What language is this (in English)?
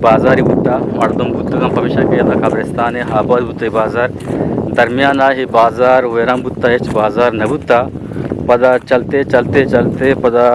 Eastern Balochi